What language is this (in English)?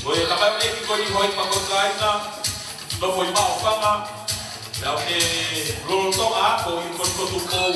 Tongan